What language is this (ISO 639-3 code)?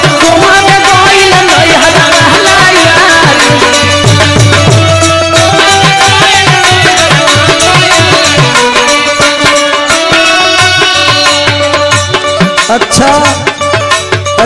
bho